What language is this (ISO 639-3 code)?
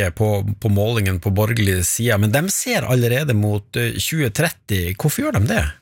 nor